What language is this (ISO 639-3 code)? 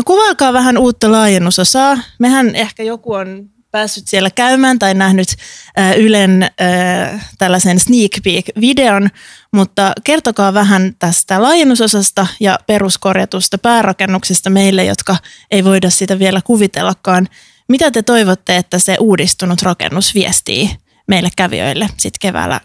fin